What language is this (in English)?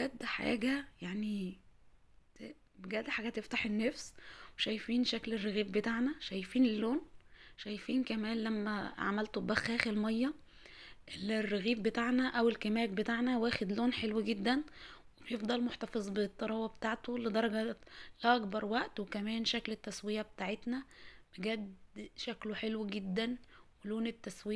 Egyptian Arabic